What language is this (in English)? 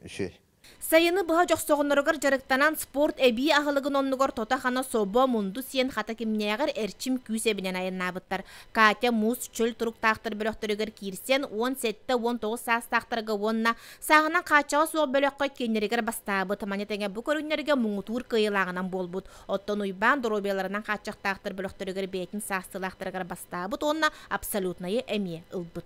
Yakut